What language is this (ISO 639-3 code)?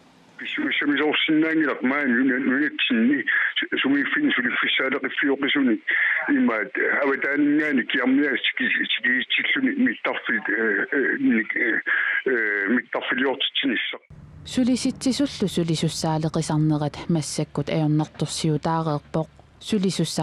kal